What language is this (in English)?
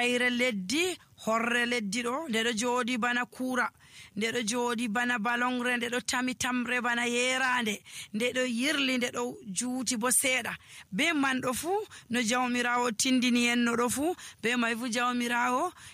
Nigerian Fulfulde